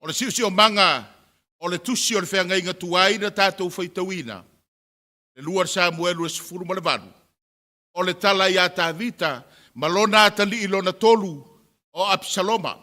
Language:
Samoan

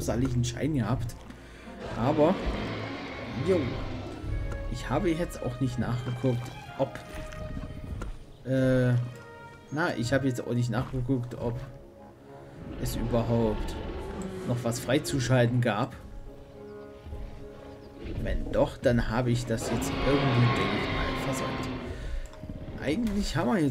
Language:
German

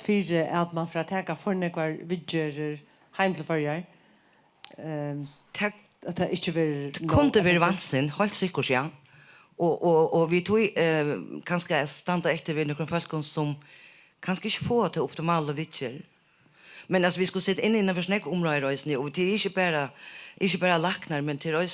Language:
Faroese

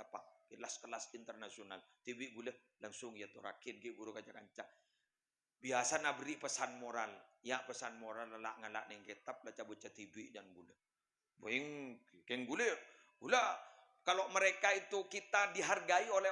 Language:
Madurese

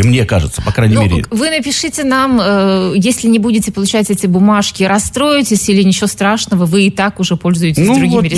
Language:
Russian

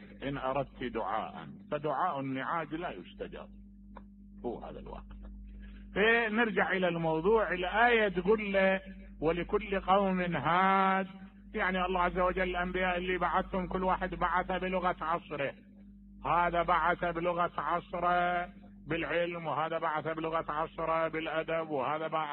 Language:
Mesopotamian Arabic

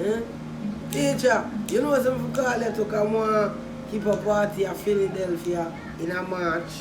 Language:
Jamaican Creole English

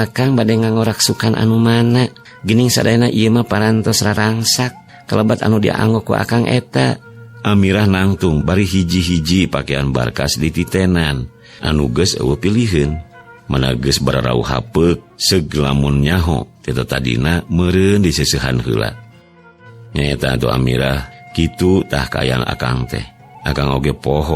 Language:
Sundanese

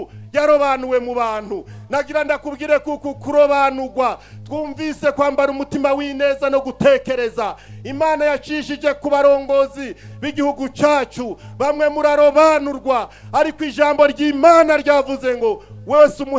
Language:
Rundi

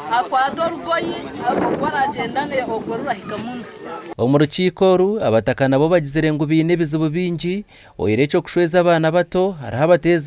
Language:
Nyankole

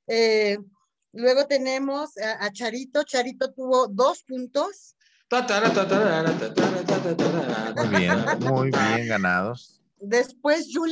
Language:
Spanish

